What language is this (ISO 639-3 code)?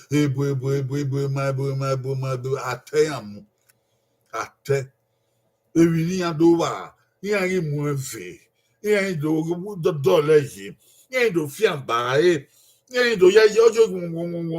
bin